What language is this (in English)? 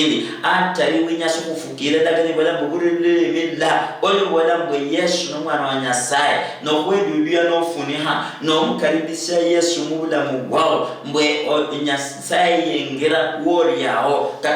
Luyia